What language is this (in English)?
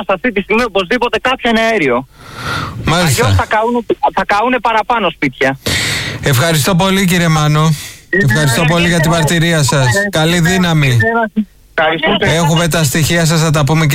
Greek